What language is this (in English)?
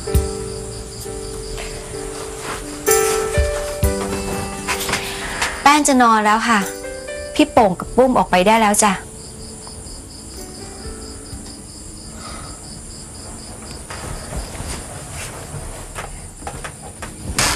Thai